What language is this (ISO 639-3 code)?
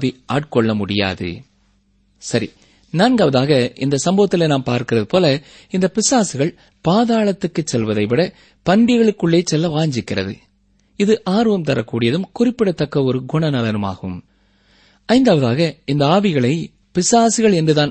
tam